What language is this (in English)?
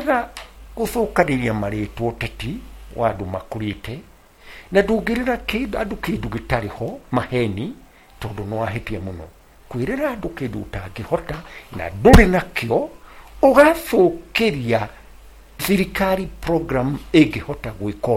Kikuyu